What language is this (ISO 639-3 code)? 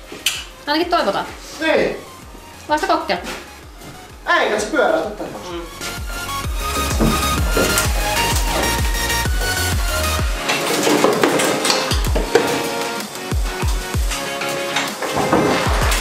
fin